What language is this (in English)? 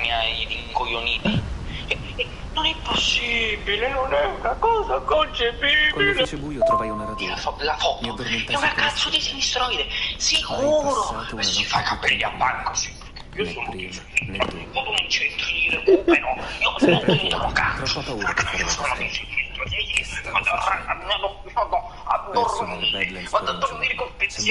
Italian